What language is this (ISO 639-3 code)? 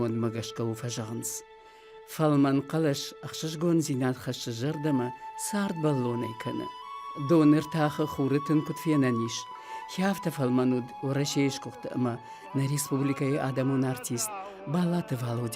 oss